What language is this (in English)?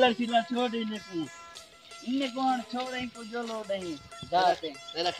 Saraiki